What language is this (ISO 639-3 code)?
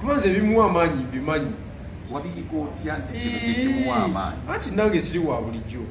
lug